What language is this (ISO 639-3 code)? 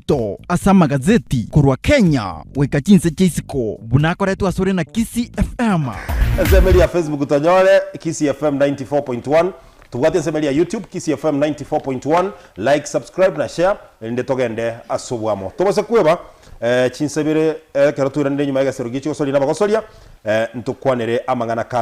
guz